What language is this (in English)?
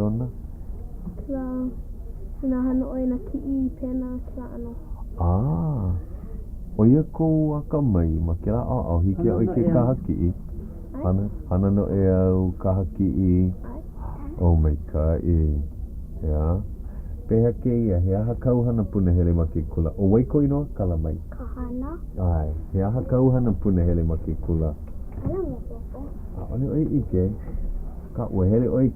Hawaiian